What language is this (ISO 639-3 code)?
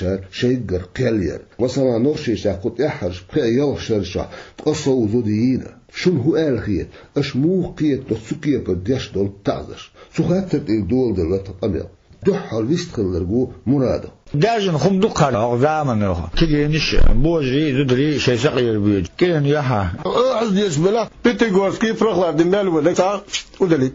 che